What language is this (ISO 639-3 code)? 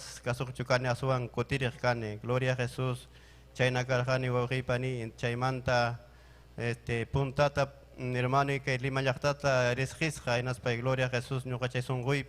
quy